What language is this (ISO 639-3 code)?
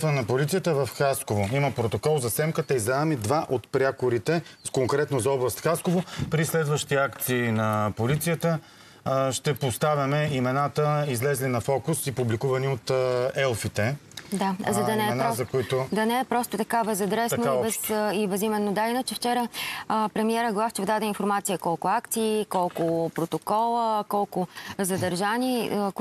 bul